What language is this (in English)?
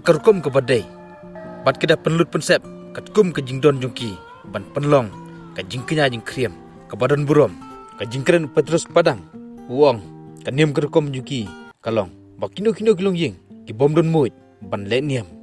Khasi